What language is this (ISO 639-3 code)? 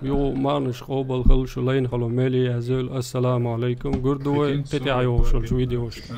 che